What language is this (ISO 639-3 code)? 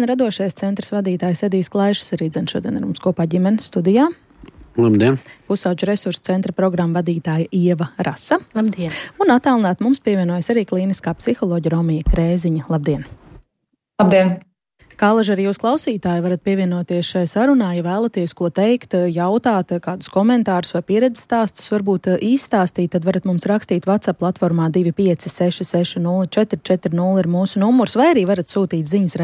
lav